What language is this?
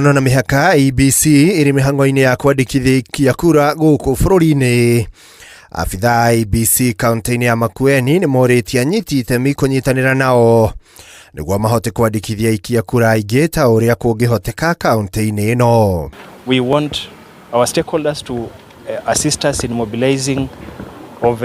Kikuyu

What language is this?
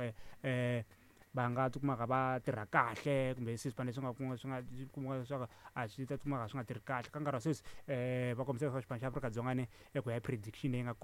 Tsonga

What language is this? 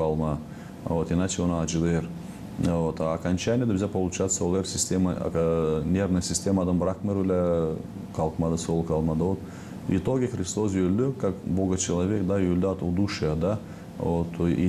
Gagauz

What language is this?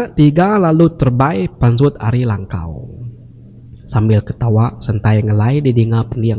Iban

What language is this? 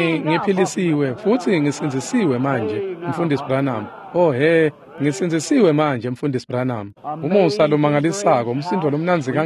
Swati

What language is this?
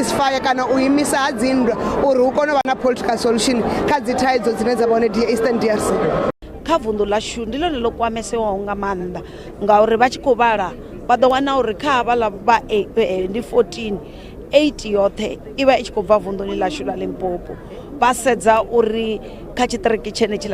Venda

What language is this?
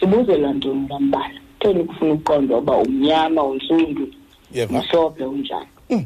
Xhosa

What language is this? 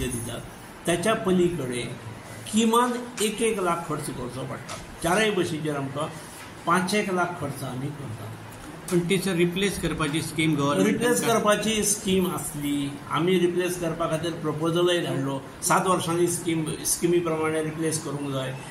Konkani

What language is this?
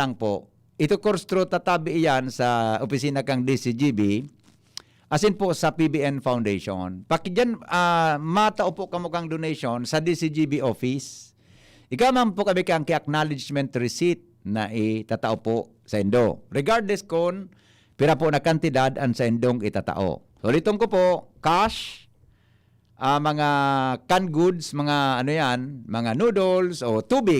Bikol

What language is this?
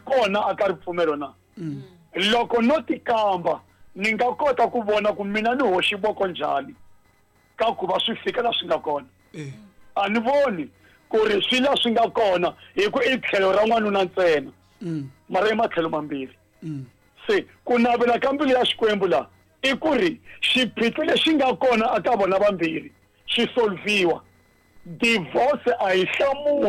Tsonga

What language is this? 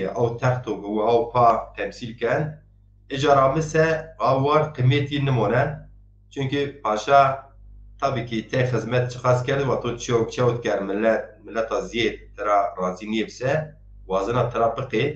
Zaza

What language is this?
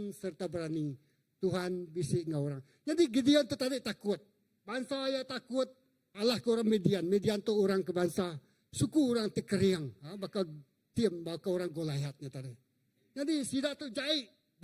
Iban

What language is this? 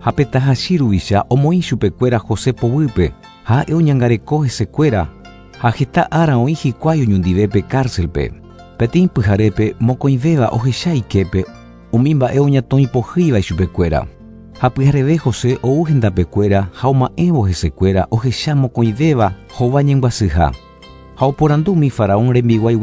Guarani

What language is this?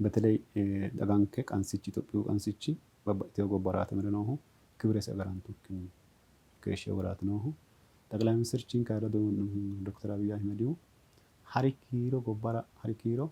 Sidamo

